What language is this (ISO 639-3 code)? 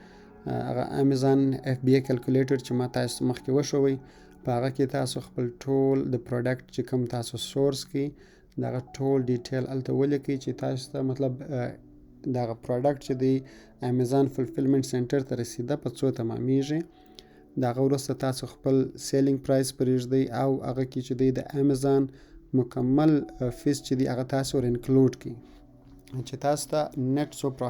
pus